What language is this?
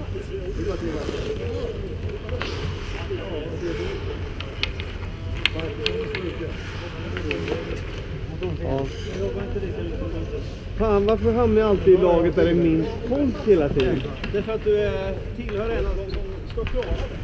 Swedish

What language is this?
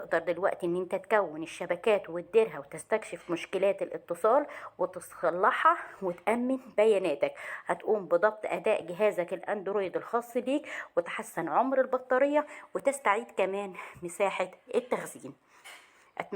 Egyptian Arabic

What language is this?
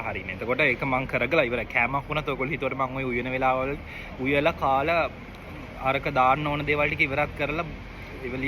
Sinhala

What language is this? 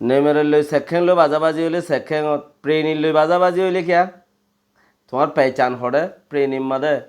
Rohingya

